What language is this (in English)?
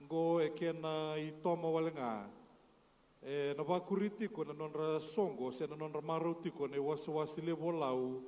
Fijian